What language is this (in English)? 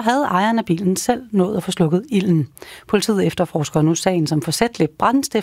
Danish